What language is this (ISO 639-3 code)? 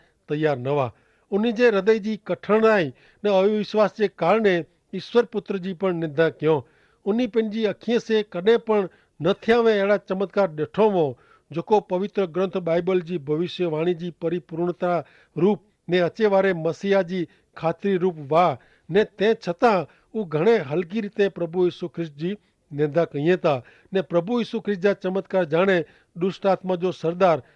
kfr